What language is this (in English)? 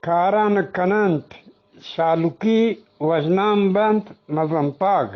Eastern Balochi